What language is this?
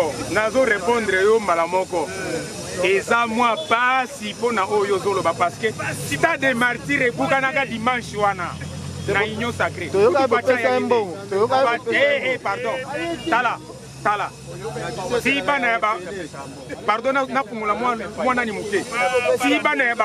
Lingala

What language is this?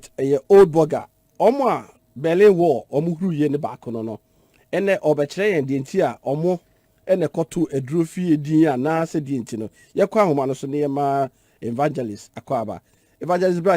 Akan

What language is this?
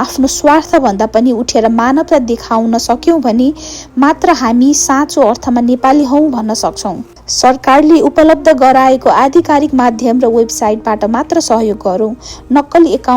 Nepali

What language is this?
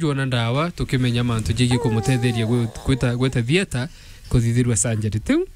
Meru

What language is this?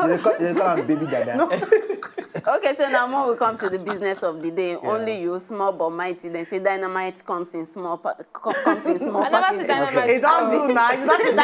Nigerian Pidgin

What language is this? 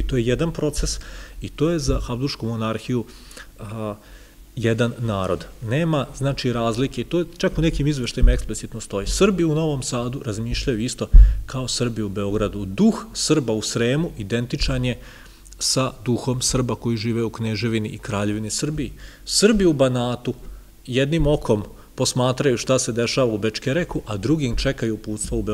Serbian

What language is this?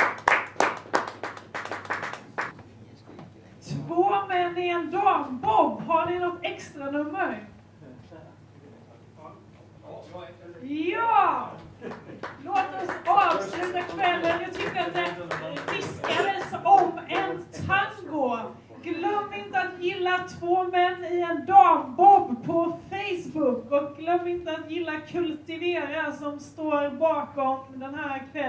Swedish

